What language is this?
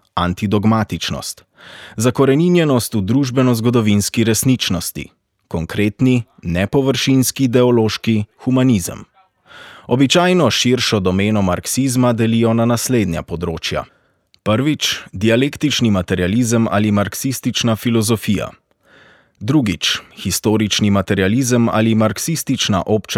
Slovenian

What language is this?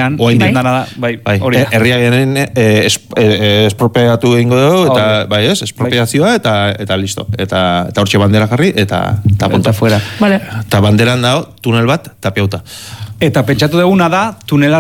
Basque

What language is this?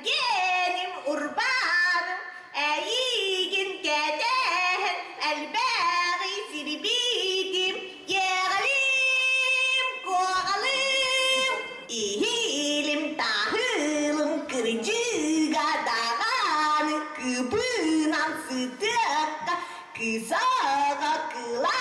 Yakut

